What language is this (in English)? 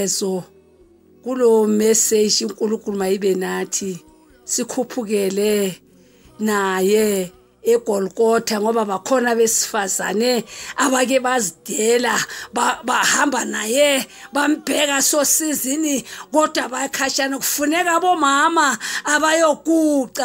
Zulu